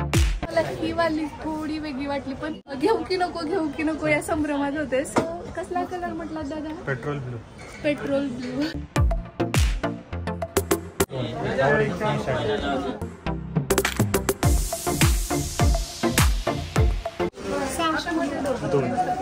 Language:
Marathi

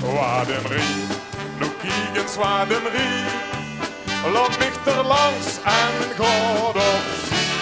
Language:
Limburgish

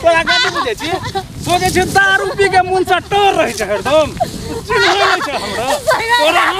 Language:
Maithili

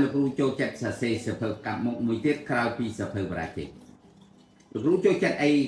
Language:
Khmer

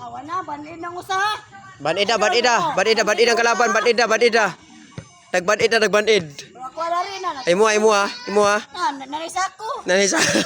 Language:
Cebuano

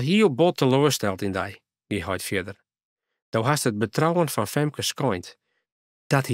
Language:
Western Frisian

